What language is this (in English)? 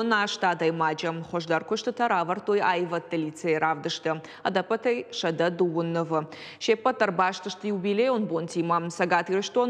Ossetic